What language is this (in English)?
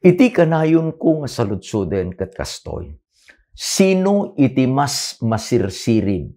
Iloko